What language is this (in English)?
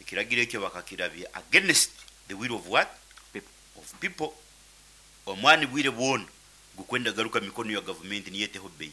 Nyankole